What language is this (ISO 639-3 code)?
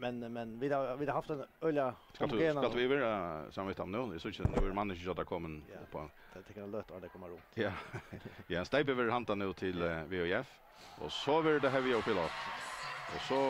fao